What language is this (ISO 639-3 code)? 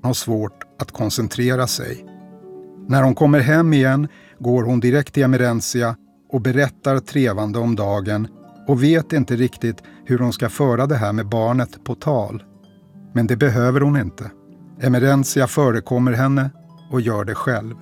swe